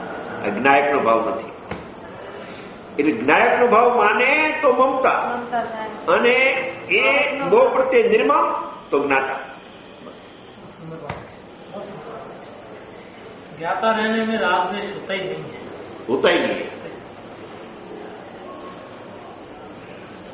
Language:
Gujarati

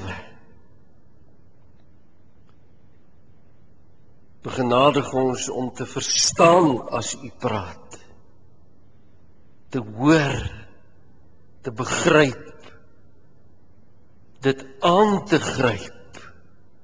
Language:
Afrikaans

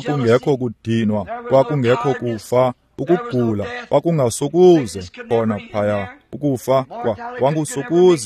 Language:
Xhosa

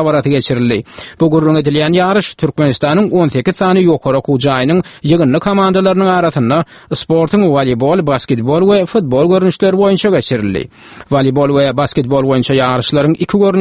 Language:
Turkmen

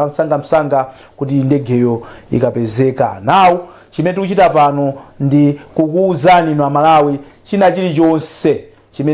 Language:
Nyanja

